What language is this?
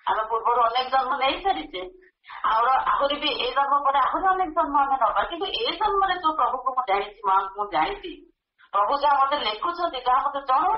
Odia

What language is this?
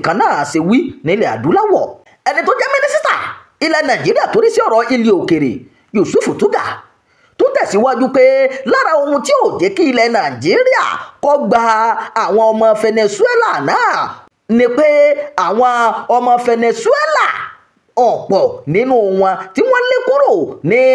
Yoruba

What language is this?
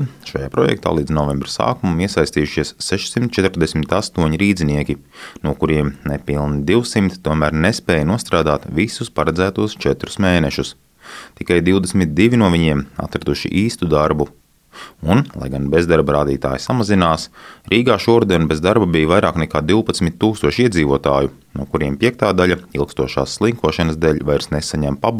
Latvian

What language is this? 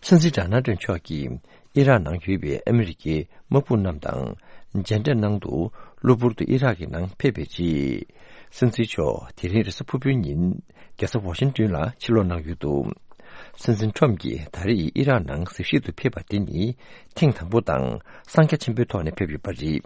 Tibetan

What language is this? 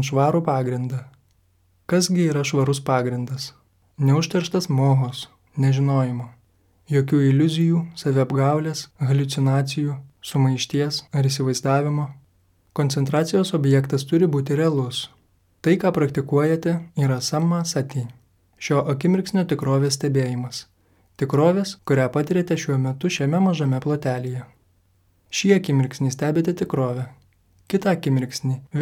Lithuanian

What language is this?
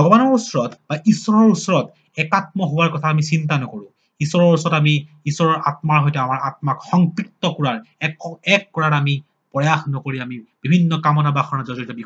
Assamese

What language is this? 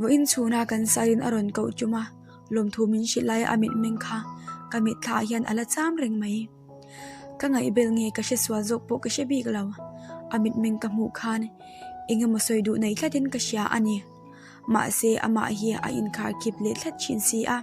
Mizo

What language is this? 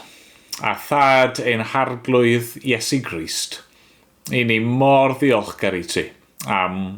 Welsh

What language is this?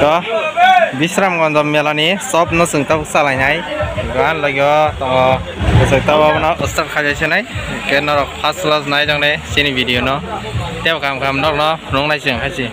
Kok Borok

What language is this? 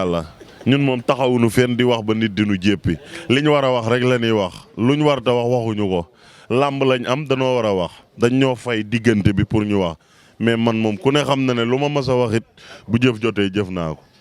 Wolof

